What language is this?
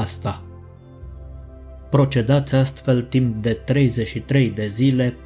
Romanian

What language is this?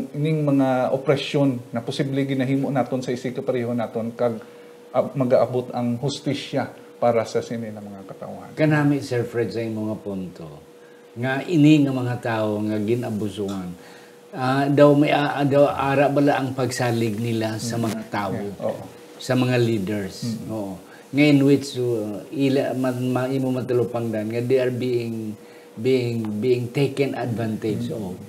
Hiligaynon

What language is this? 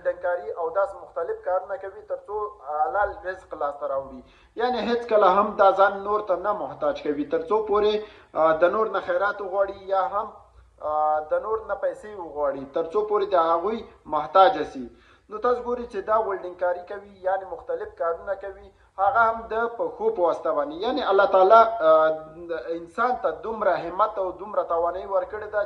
Pashto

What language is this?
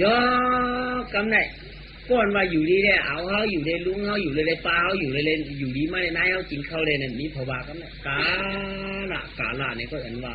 Shan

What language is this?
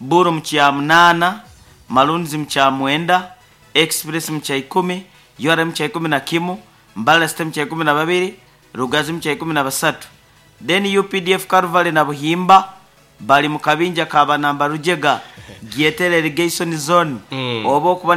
Nyoro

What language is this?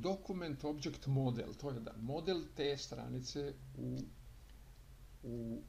Croatian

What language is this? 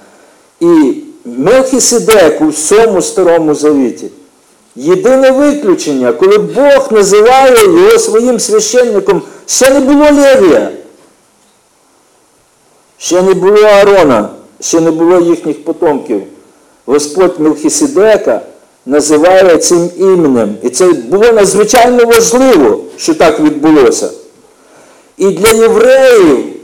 Ukrainian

